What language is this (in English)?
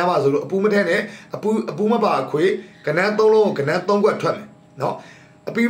Burmese